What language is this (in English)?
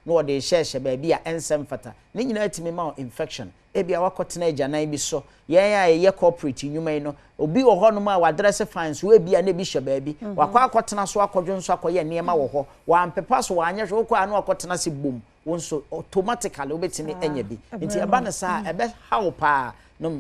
Akan